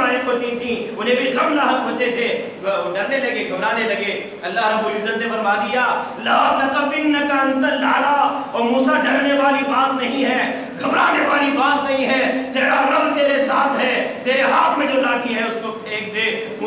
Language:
Urdu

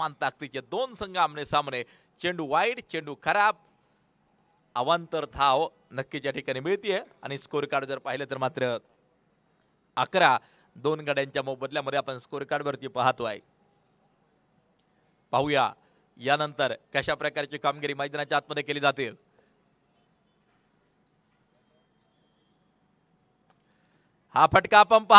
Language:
Marathi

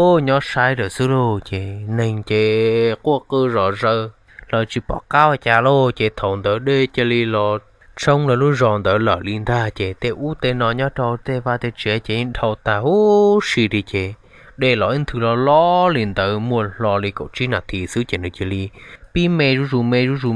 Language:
Hmong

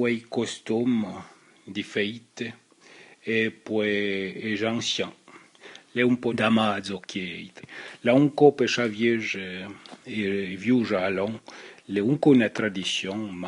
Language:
Arpitan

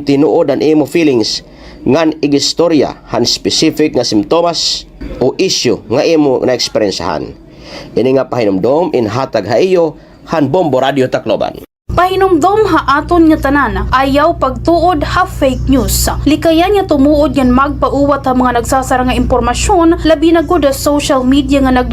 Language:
Waray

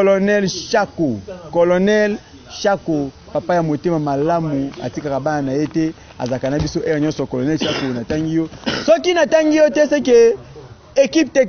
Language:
Lingala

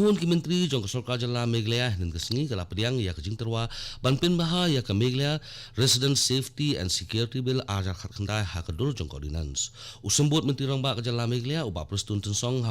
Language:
Khasi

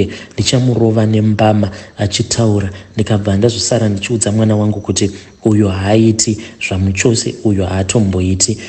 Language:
Shona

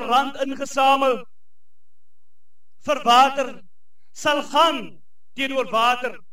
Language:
Afrikaans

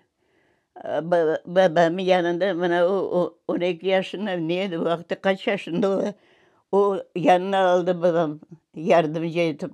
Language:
Crimean Tatar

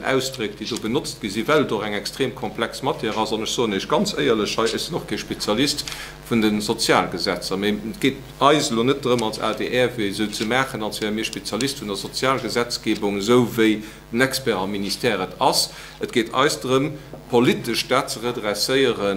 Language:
Luxembourgish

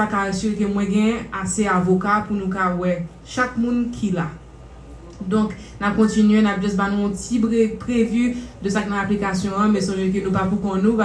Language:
Haitian Creole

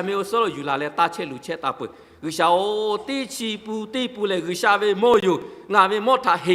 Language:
Lahu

